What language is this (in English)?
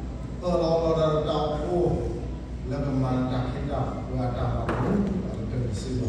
S'gaw Karen